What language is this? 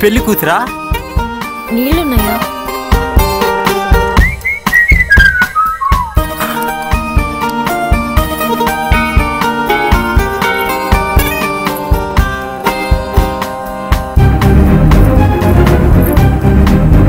Telugu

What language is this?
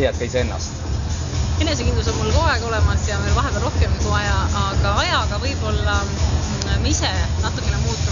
Estonian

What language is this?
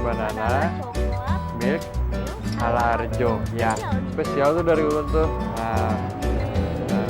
Banjar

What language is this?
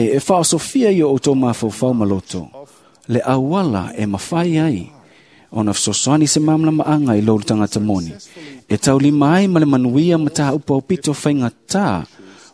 Samoan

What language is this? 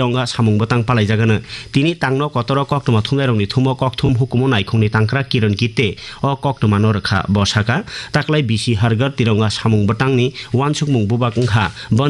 Kok Borok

